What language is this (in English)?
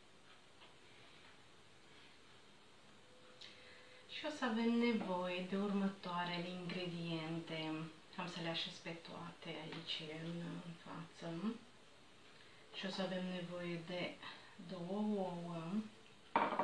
Romanian